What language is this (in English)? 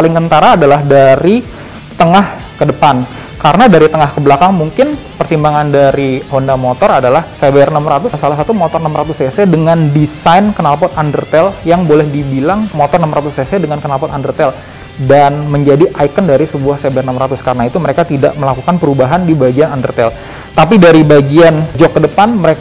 Indonesian